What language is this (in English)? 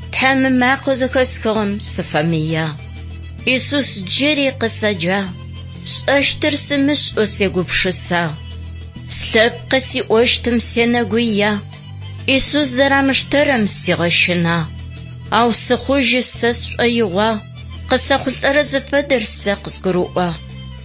Adyghe